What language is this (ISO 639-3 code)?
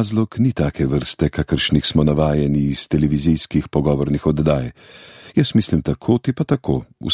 slv